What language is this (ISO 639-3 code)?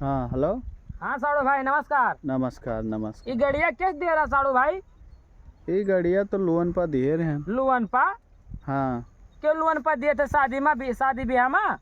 awa